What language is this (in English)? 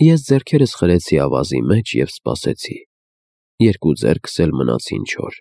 Armenian